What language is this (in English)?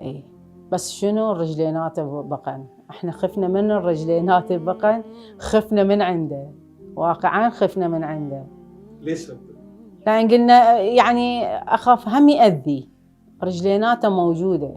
Mesopotamian Arabic